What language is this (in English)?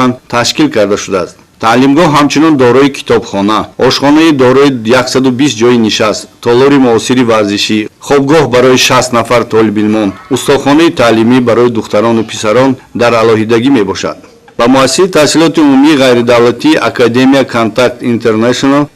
Tajik